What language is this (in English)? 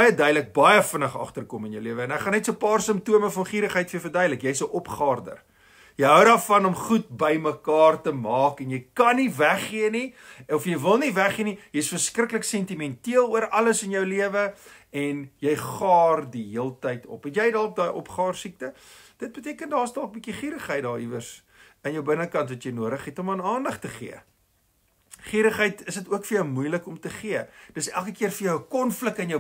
Afrikaans